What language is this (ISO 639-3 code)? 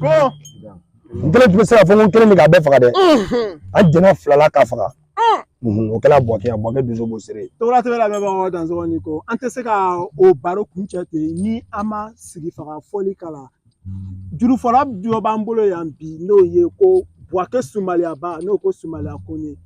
bam